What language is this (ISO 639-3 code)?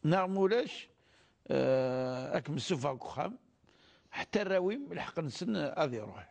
kab